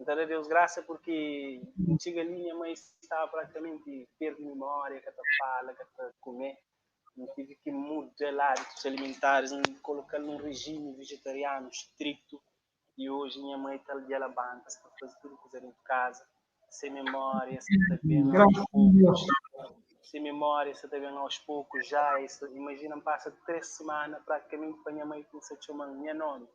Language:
Kabuverdianu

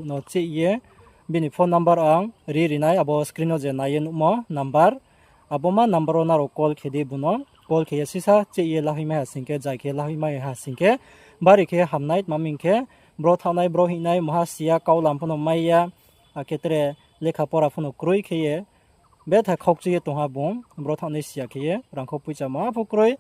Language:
Riang (India)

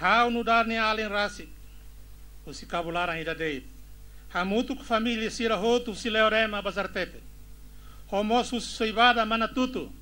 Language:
Tetum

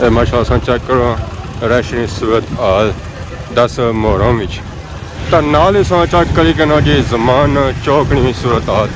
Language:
Pahari-Potwari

